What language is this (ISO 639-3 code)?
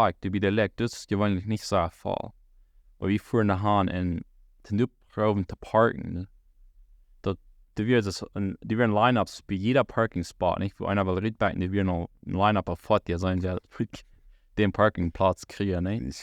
pdt